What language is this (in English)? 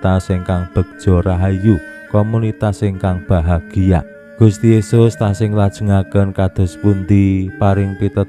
Javanese